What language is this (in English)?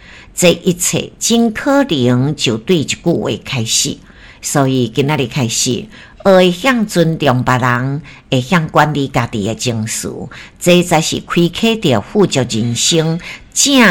Min Nan Chinese